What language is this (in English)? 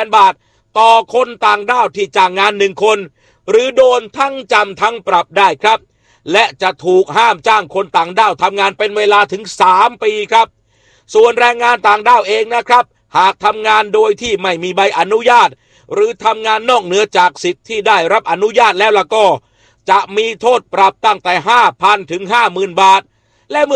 Thai